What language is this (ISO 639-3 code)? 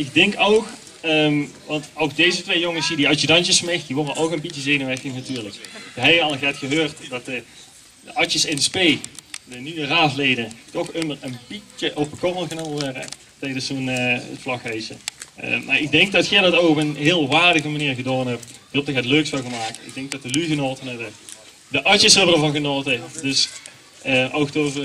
lim